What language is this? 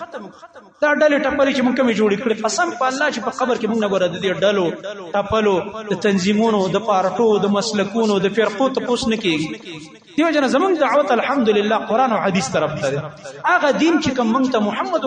Pashto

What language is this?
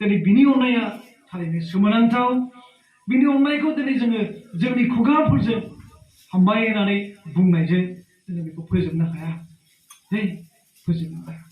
Bodo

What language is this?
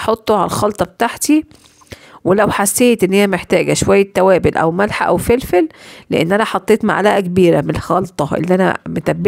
Egyptian Arabic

